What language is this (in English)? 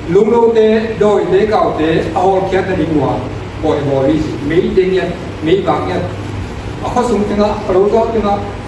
Tedim Chin